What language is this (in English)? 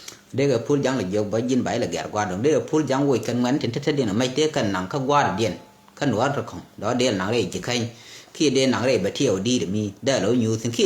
Nuer